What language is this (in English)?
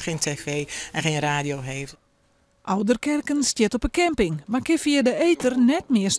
Western Frisian